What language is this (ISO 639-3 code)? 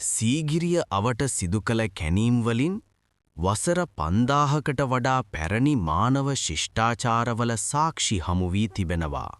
sin